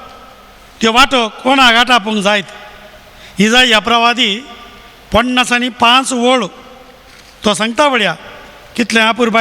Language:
Konkani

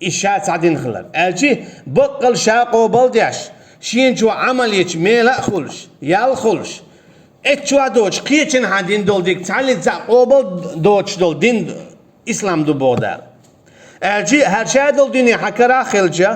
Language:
Chechen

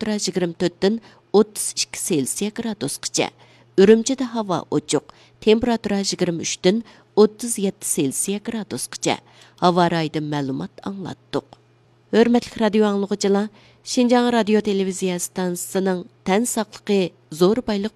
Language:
Uyghur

